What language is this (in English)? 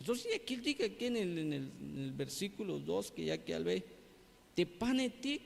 Tzeltal